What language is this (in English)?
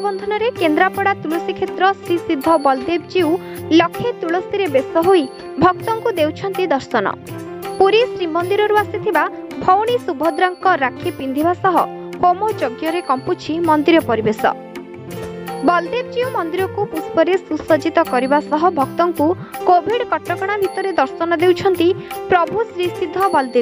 Odia